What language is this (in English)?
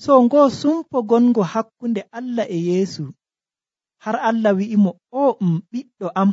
Nigerian Fulfulde